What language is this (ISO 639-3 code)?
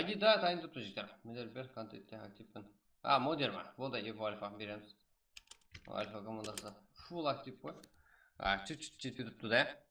kaa